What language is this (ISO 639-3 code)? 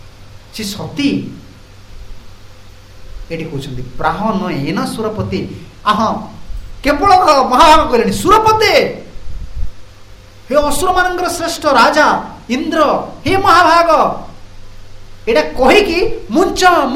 ori